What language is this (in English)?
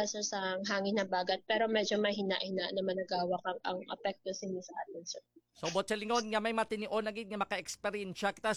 Hiligaynon